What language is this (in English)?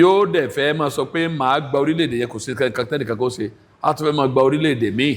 Yoruba